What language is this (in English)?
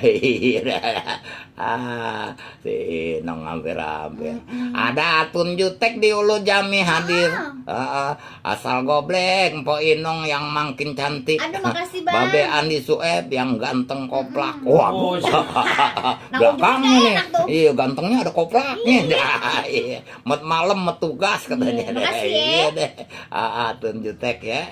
Betawi